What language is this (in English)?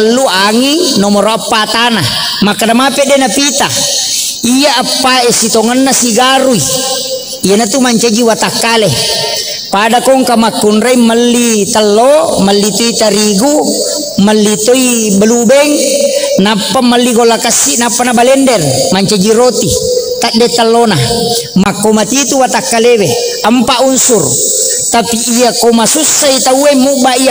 Buginese